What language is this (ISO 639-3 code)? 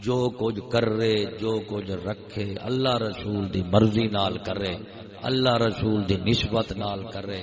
skr